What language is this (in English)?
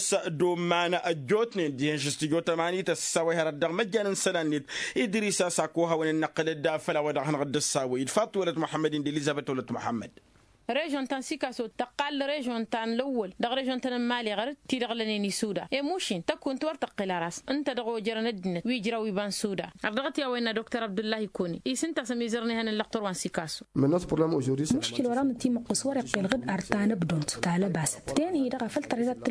Tamasheq